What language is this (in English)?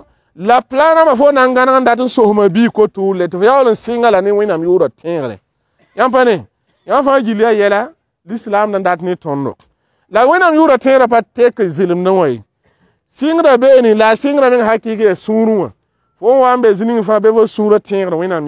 Mossi